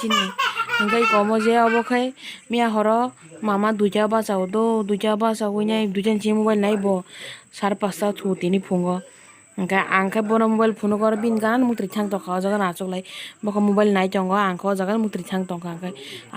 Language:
Kok Borok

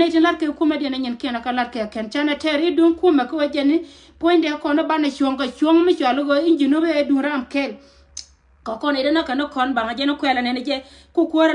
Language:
Nuer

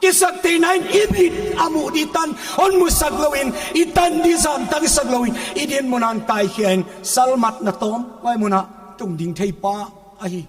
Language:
Paite Chin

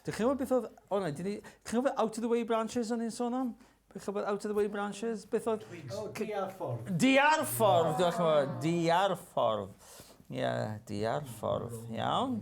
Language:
Welsh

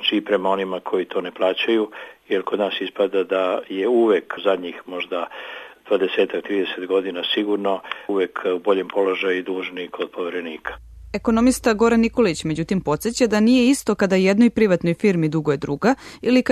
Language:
Serbian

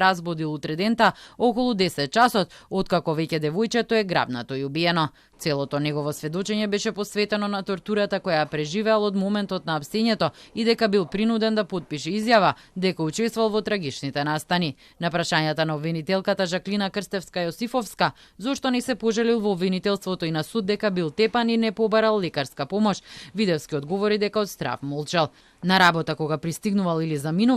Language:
Macedonian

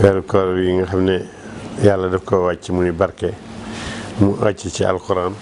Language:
Wolof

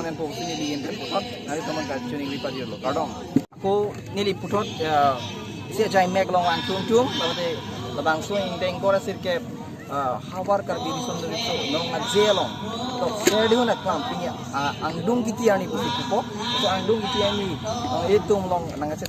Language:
Karbi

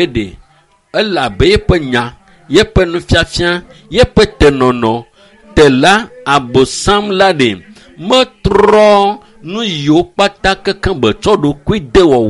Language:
Ewe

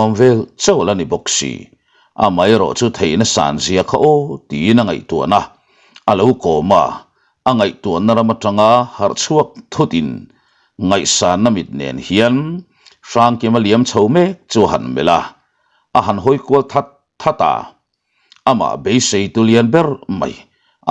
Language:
Mizo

